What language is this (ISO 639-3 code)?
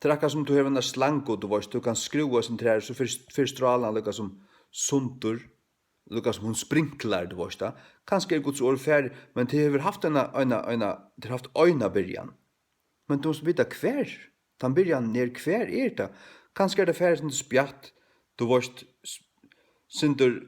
fao